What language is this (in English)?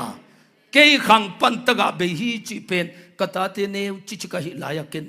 Tedim Chin